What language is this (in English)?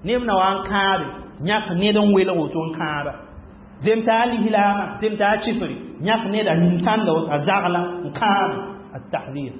Mossi